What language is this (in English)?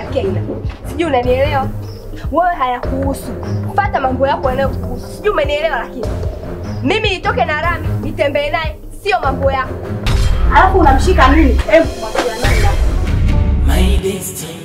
Swahili